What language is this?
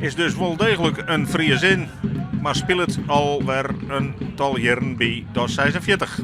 Western Frisian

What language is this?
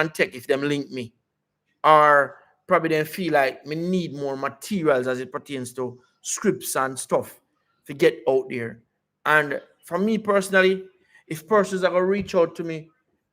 Jamaican Creole English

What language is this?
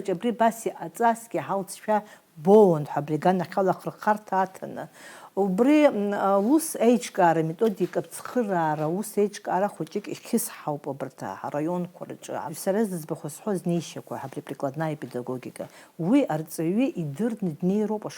Abkhazian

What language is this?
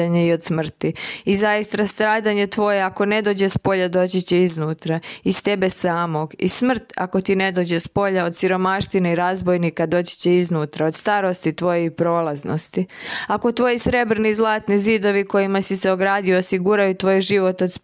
Serbian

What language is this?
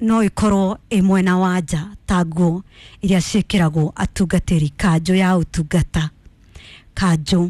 Kikuyu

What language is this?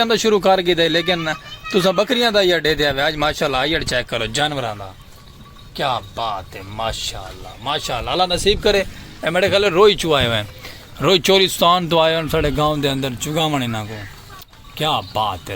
Saraiki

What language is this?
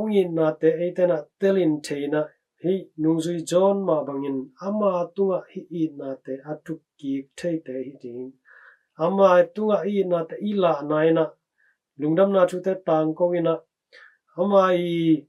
Tedim Chin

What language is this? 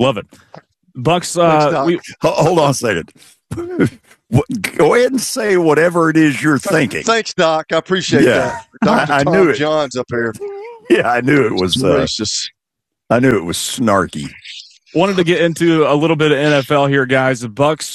English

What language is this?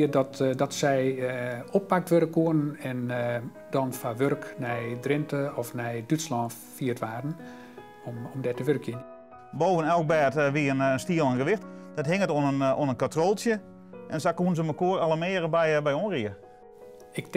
Western Frisian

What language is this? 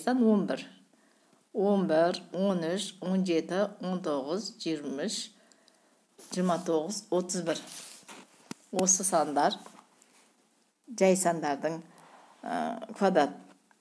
Kazakh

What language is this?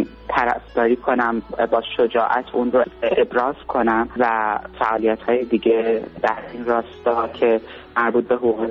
Persian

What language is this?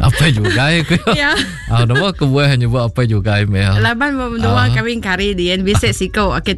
Iban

